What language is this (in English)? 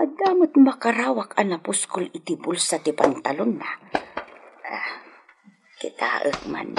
Iloko